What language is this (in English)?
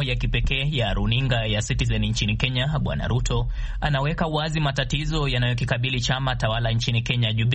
Swahili